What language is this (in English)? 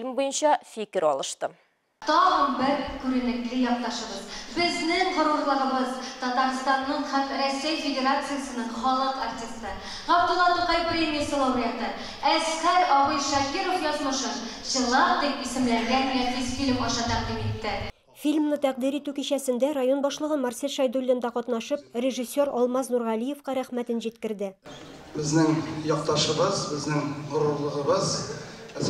Tatar